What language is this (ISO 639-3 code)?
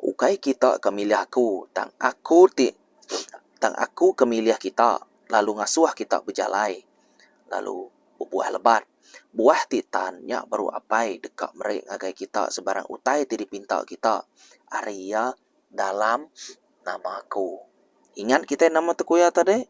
iba